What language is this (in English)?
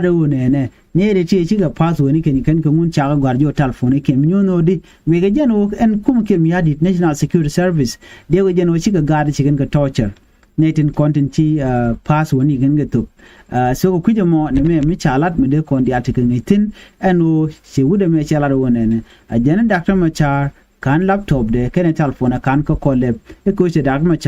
Nuer